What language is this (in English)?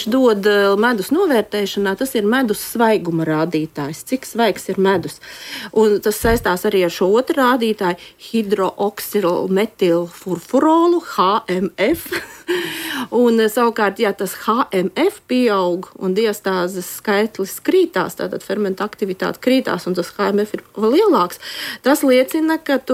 Latvian